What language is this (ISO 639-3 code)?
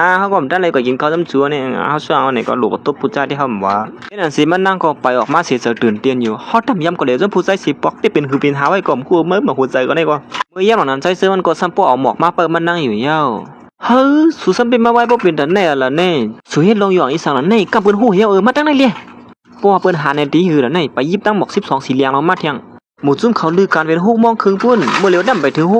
shn